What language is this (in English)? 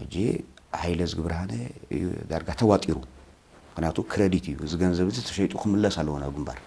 Tigrinya